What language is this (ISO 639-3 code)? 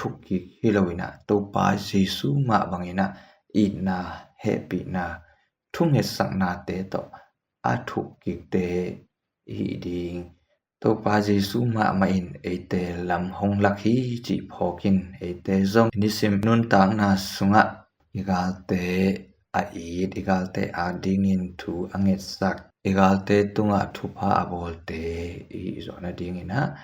ctd